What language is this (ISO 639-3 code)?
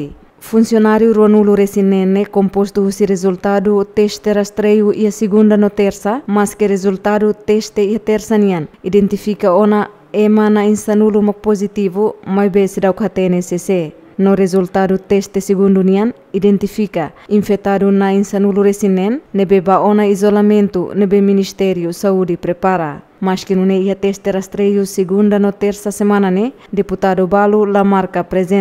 tet